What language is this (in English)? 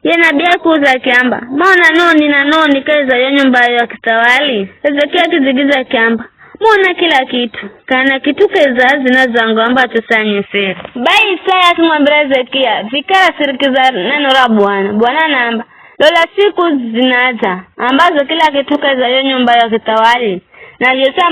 Giryama